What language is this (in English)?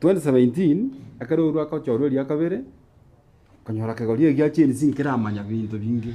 Gusii